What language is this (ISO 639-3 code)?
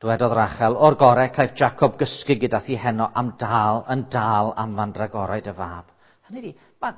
cym